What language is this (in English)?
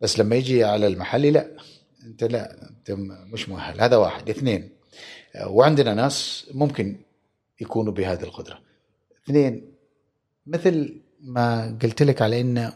Gulf Arabic